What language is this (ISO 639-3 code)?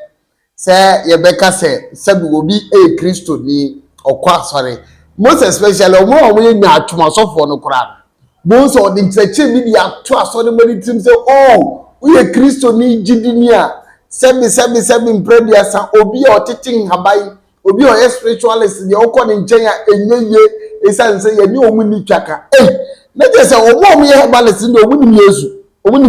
aka